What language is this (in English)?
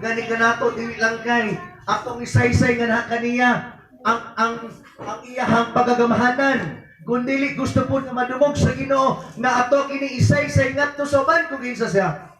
Cebuano